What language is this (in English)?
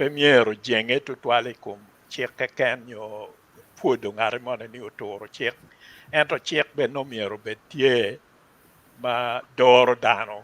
Acoli